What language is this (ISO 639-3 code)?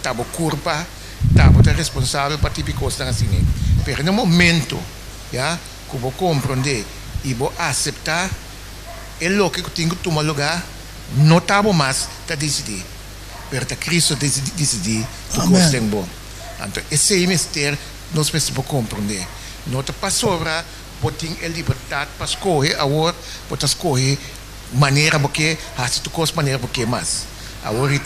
pap